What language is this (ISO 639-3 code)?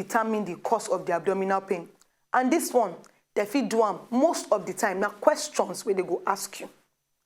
pcm